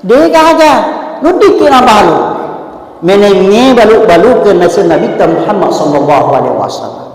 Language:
Buginese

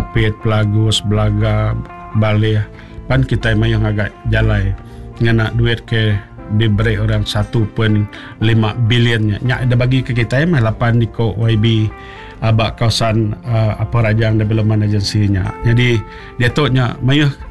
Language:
Iban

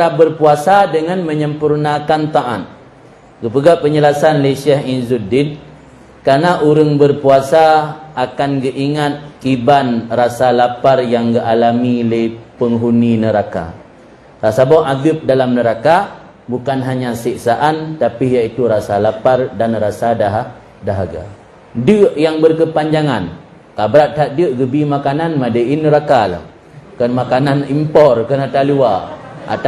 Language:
Achinese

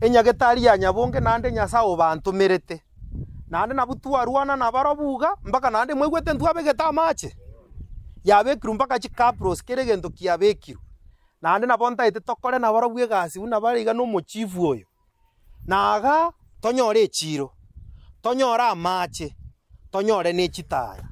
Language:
Gusii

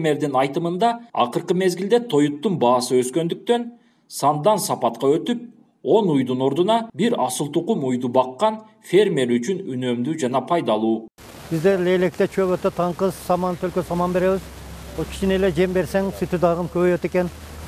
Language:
Kyrgyz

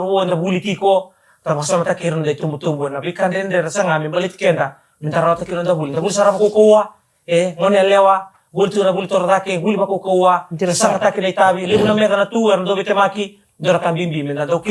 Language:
Fijian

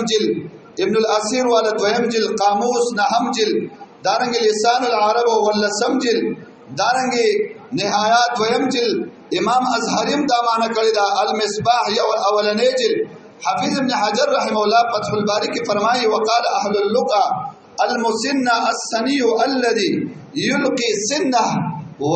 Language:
Pashto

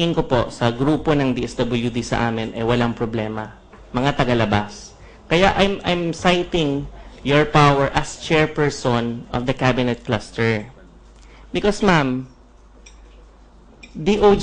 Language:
Filipino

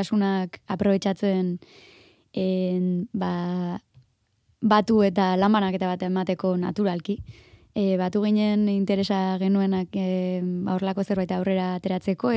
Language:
Basque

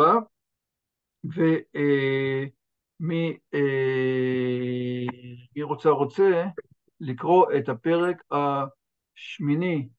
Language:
Hebrew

